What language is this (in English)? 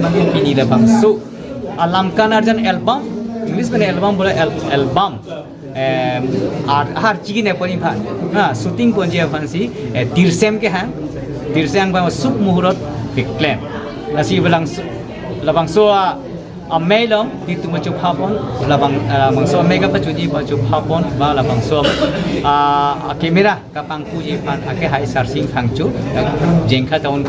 Karbi